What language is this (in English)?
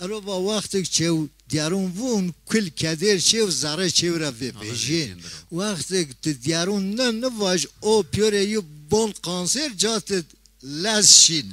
Zaza